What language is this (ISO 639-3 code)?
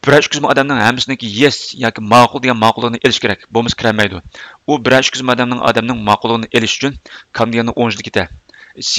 uig